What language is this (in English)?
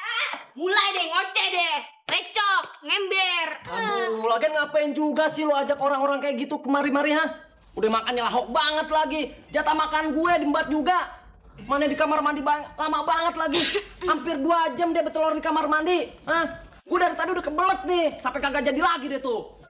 Betawi